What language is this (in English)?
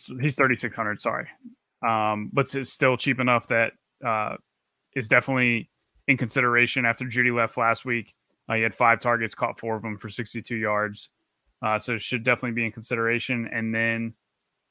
English